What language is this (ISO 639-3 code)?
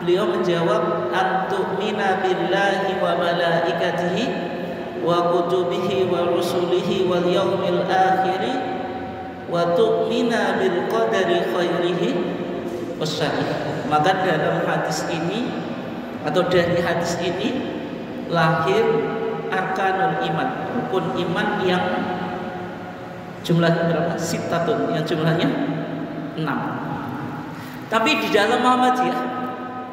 ind